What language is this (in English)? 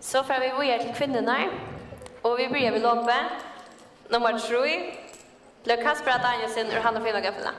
Faroese